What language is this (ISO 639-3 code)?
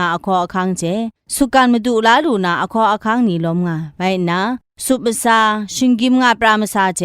kac